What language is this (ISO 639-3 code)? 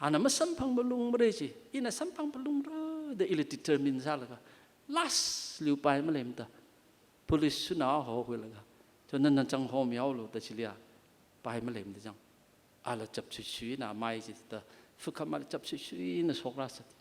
nmf